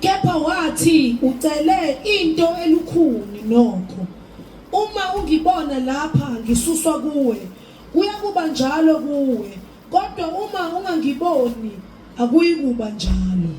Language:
Zulu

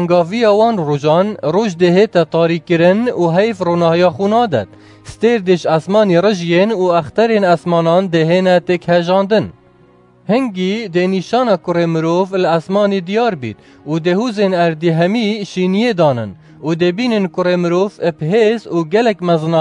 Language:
Kurdish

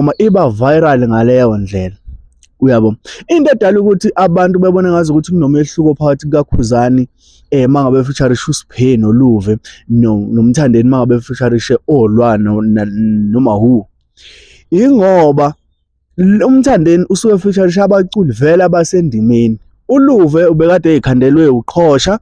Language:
Zulu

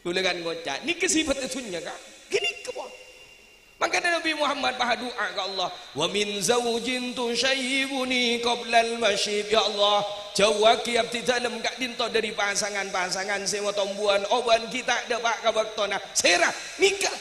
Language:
Madurese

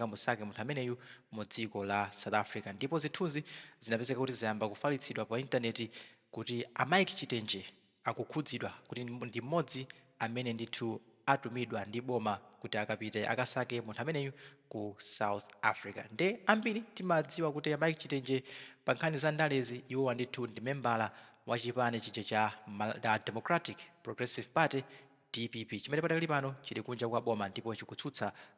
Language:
Nyanja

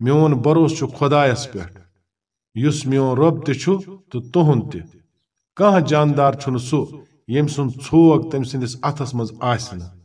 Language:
Kashmiri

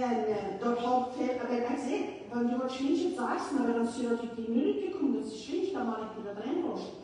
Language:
Plautdietsch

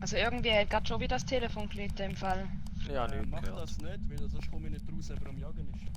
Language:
Swiss German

